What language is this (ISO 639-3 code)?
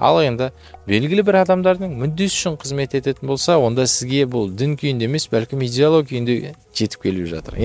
kaz